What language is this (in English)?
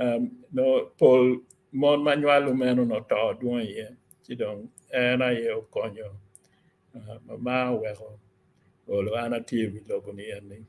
Acoli